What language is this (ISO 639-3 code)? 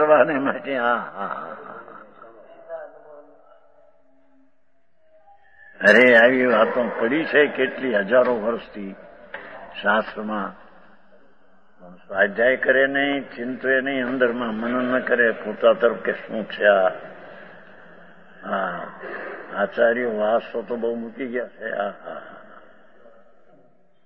guj